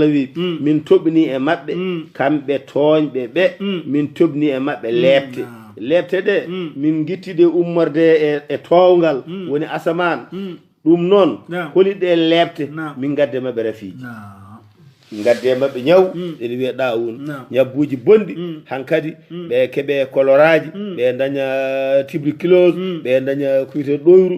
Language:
Fula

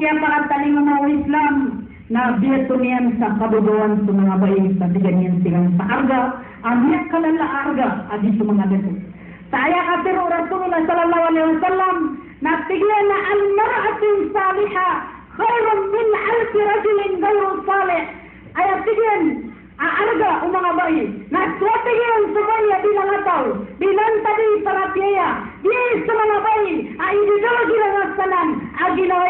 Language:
Maranao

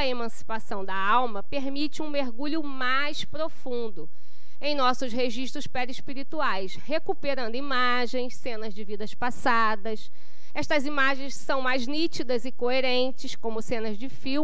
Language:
Portuguese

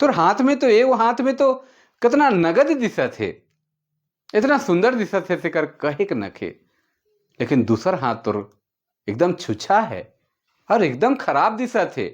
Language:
Sadri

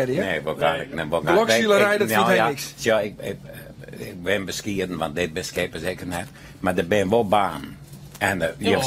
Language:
Western Frisian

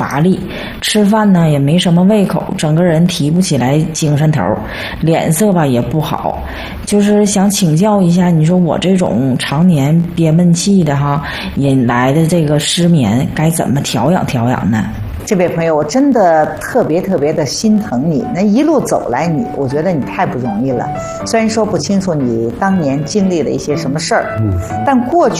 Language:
Chinese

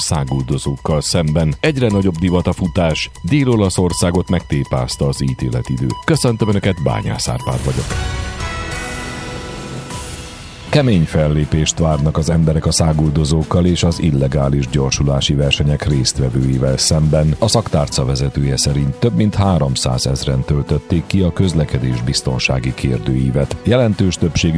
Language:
Hungarian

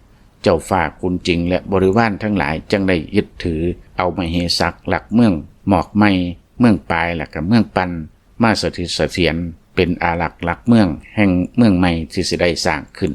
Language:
Lao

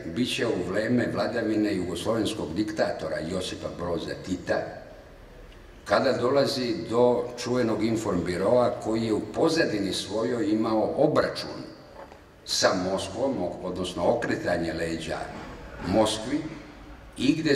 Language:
Serbian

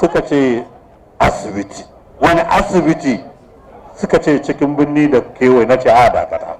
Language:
Hausa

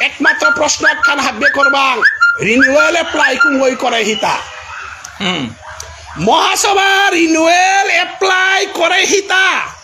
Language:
Bishnupriya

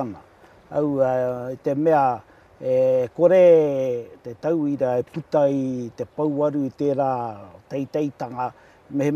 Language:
Māori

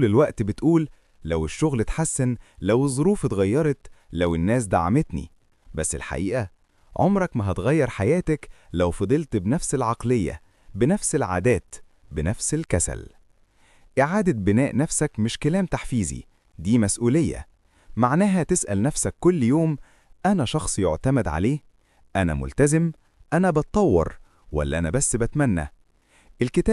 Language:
Egyptian Arabic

